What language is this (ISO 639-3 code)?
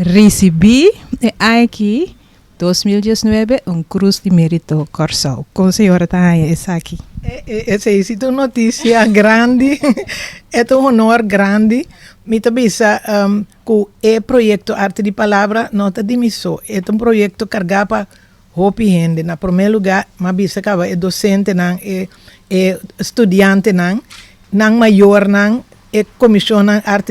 pap